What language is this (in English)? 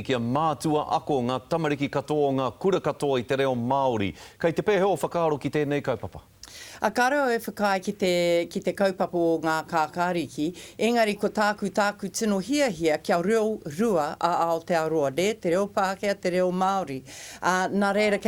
Māori